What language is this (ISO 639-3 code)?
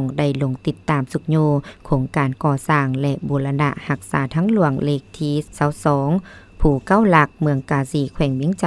lao